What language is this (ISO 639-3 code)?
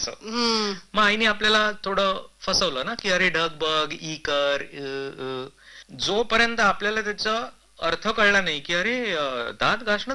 mar